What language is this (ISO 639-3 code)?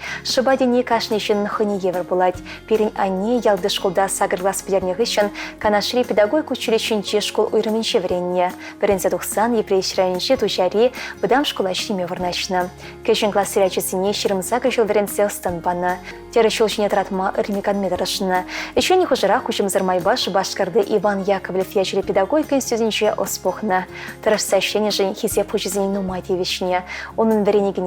chv